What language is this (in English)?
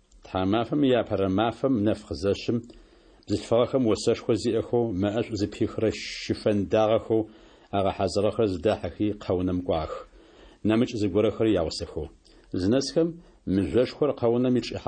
Adyghe